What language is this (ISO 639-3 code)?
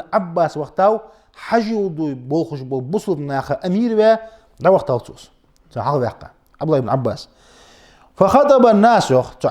inh